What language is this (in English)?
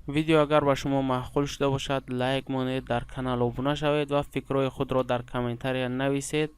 Tajik